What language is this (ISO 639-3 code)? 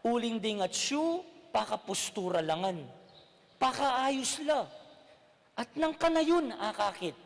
pam